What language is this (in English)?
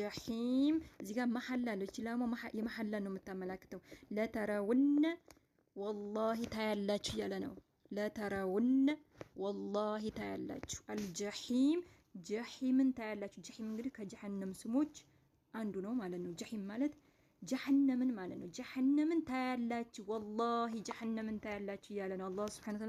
Amharic